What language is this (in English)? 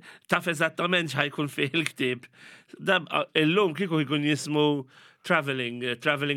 Maltese